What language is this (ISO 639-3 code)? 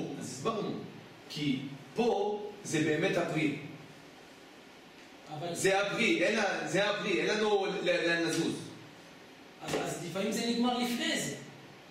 heb